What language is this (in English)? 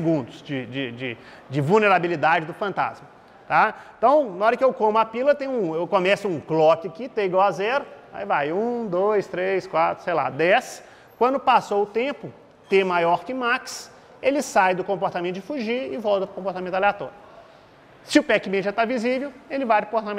Portuguese